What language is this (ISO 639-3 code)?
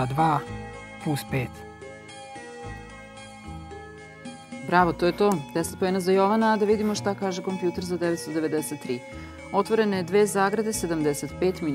srp